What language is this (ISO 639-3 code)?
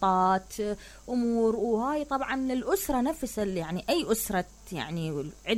acm